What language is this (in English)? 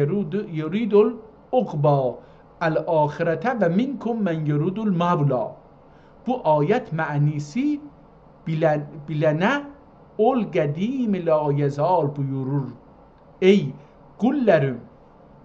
South Azerbaijani